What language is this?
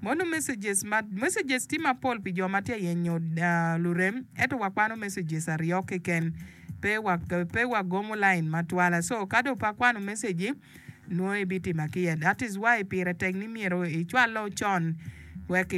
Acoli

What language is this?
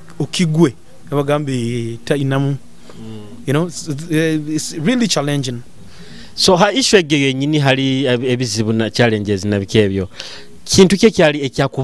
Nyoro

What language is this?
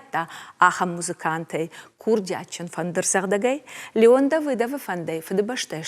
Ossetic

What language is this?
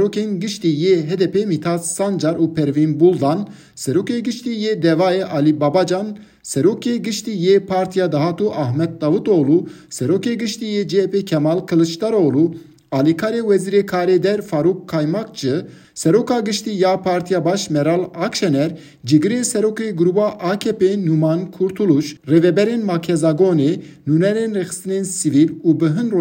Kurdish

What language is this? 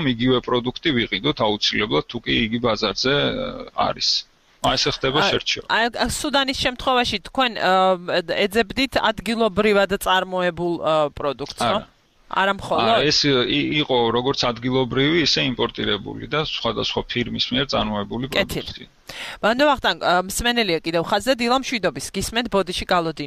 Georgian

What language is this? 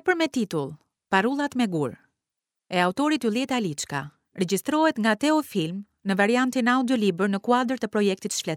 Albanian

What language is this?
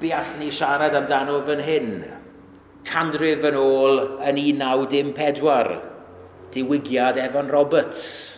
Welsh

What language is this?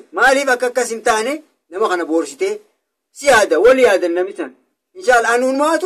Oromo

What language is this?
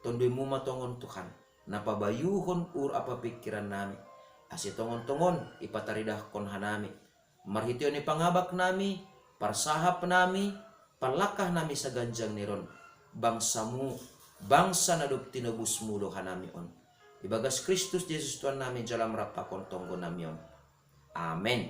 Batak Simalungun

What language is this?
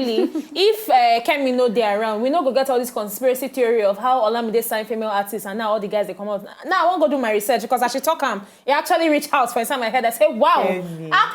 Nigerian Pidgin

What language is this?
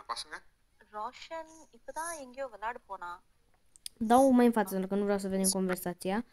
Romanian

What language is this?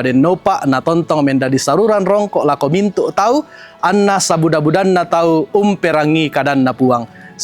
Toraja-Sa'dan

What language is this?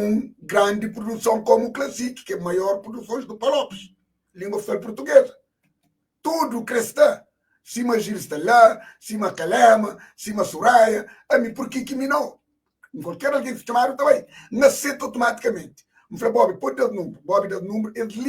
Kabuverdianu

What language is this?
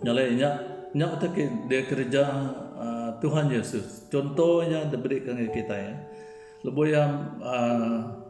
Iban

